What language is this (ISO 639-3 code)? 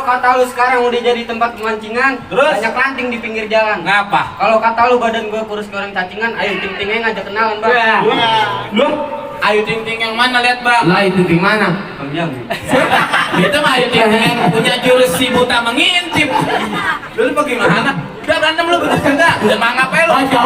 bew